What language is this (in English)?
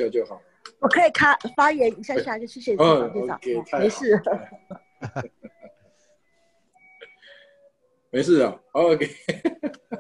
Chinese